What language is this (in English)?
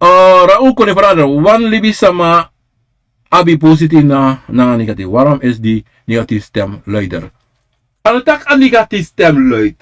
Sranan Tongo